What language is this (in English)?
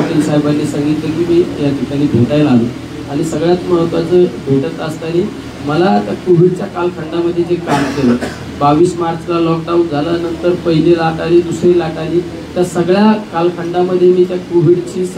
Marathi